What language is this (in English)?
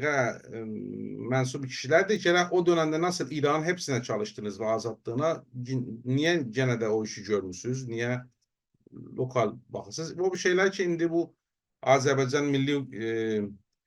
South Azerbaijani